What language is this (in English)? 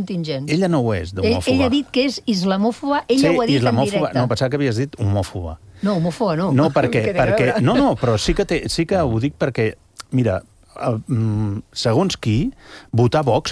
Catalan